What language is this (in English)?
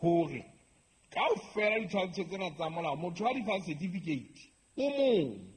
Southern Sotho